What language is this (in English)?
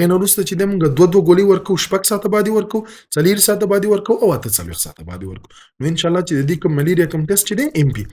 Pashto